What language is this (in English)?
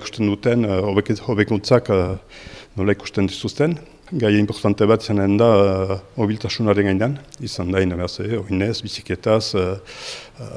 Basque